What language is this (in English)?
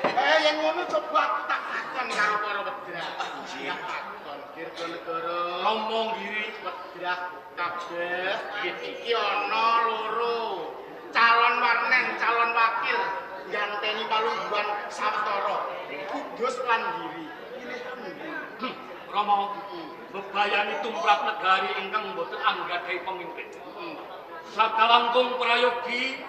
Javanese